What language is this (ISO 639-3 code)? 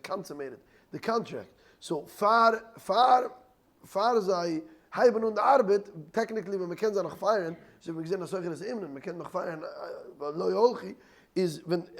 yid